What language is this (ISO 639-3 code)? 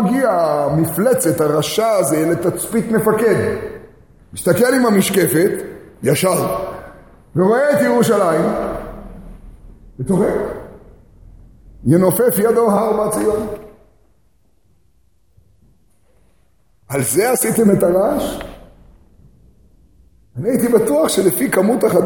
heb